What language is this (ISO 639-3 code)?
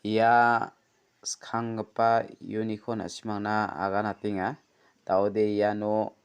grt